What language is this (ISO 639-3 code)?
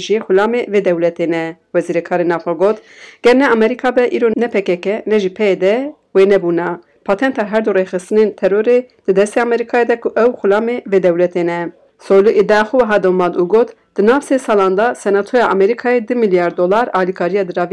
kur